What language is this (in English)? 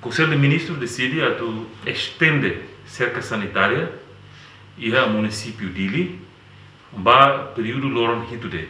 Tetum